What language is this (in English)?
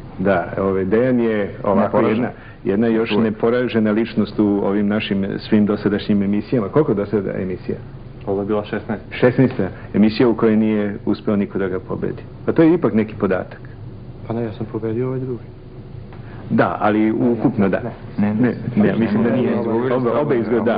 Serbian